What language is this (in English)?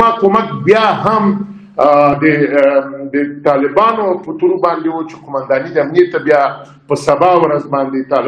Pashto